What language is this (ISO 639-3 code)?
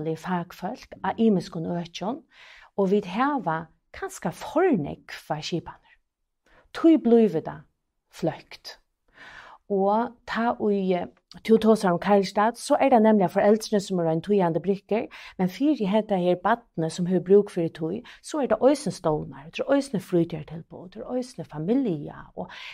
fao